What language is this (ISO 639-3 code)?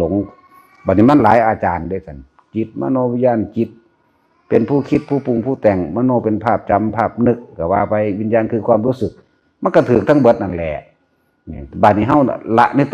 tts